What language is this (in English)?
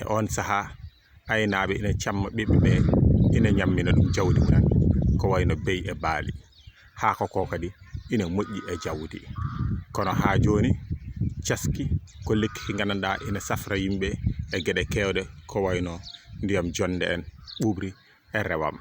Fula